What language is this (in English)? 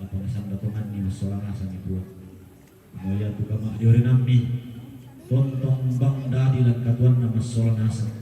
Toraja-Sa'dan